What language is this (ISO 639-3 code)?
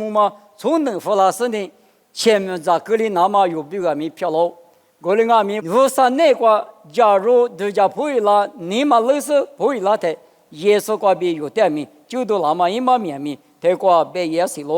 lis